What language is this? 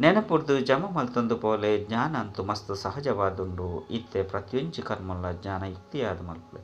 Tulu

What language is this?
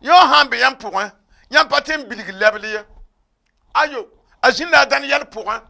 Mossi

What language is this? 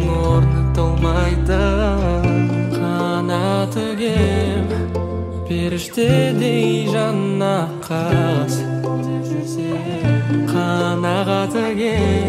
Kazakh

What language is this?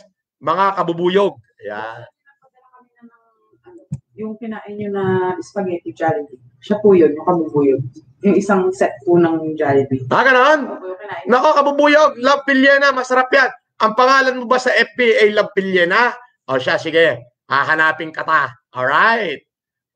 Filipino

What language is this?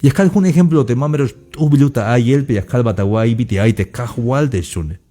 Tzeltal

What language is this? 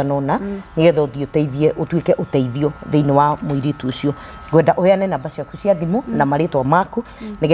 Kikuyu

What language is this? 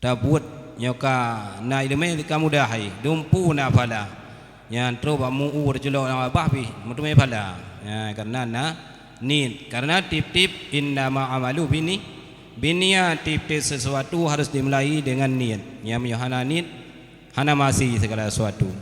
Achinese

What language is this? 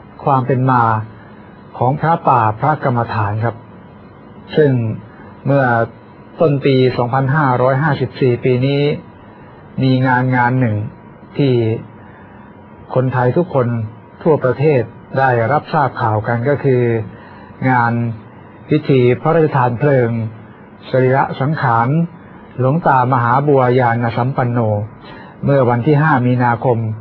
Thai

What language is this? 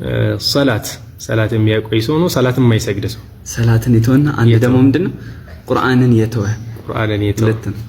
Amharic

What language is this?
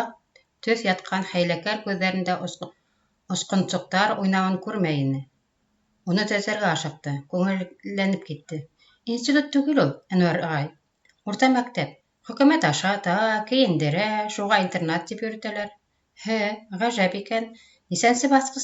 Bashkir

